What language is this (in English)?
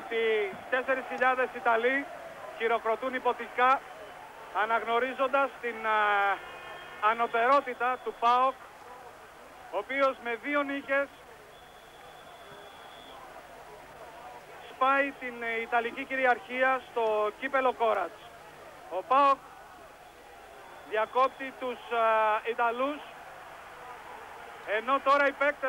Greek